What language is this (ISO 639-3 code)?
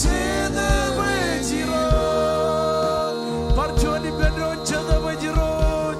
mah